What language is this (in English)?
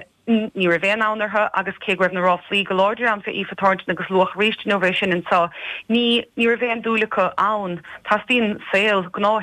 Irish